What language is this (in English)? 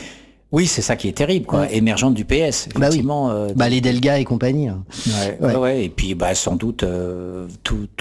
French